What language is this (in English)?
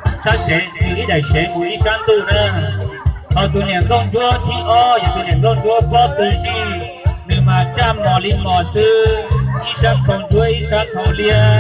Hmong